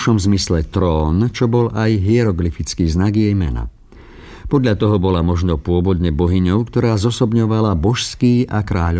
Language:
Slovak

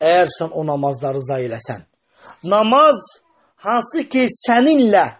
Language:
Azerbaijani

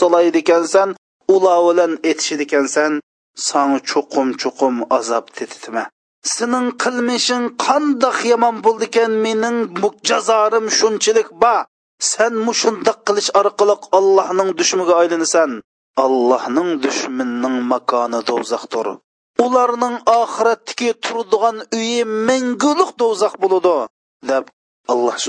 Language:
Uyghur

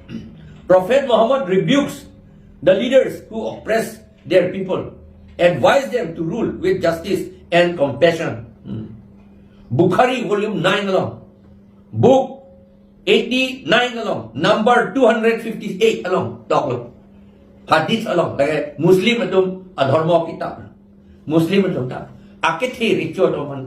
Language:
Karbi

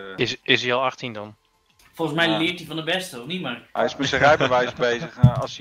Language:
Dutch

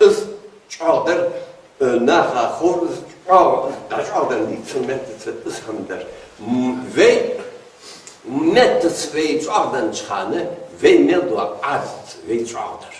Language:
Ingush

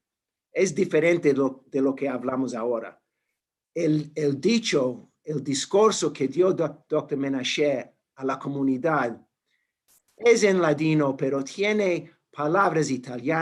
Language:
Ladino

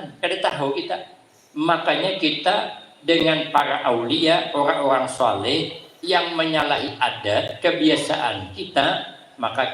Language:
Banjar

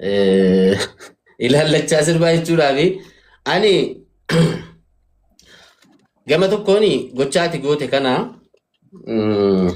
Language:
Oromo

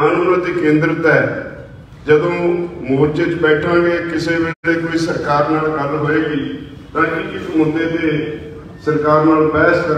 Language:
Punjabi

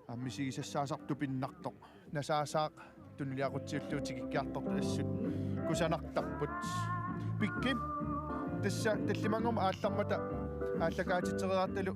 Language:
Kalaallisut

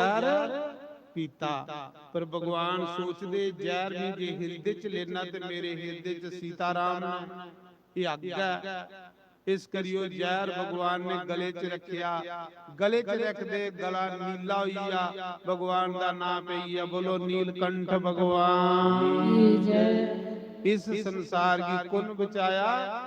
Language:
Dogri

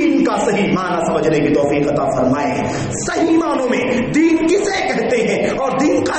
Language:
Urdu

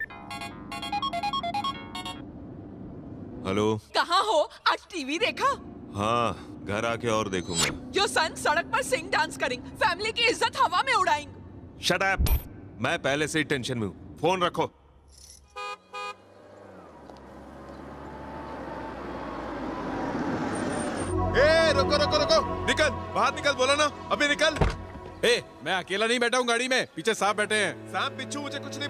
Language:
Hindi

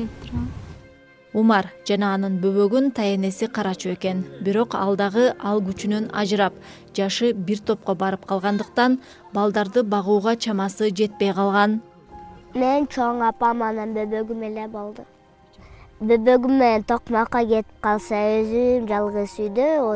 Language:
Kyrgyz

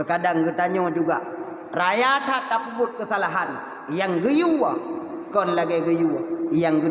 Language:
Achinese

